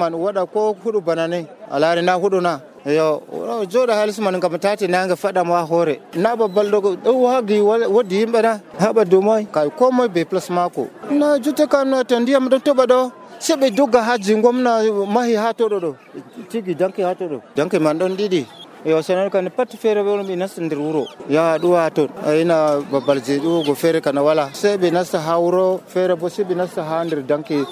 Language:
Nigerian Fulfulde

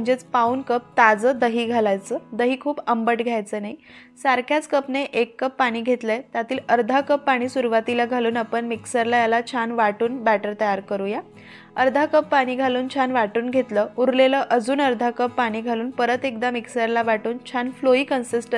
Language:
Marathi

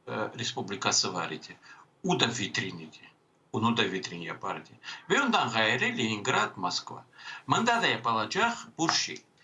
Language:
Crimean Tatar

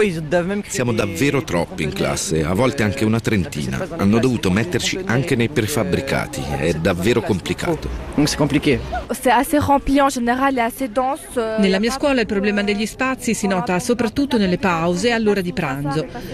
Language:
Italian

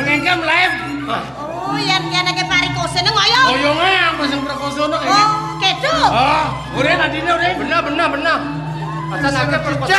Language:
Balinese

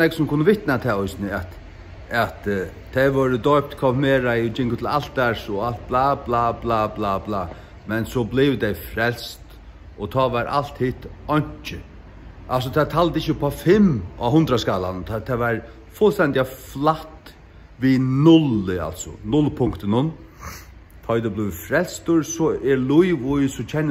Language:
Faroese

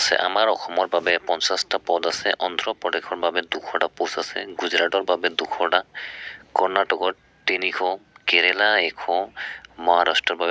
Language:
Assamese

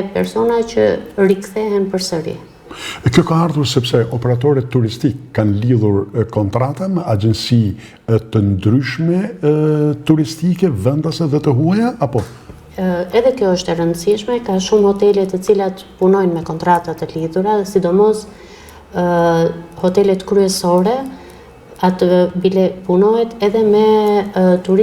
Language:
Albanian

